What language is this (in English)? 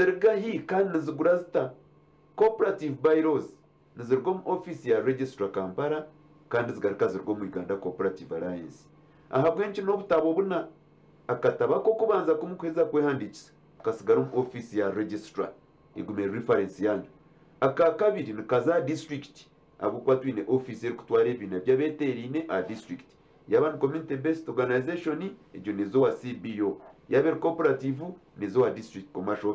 Nyankole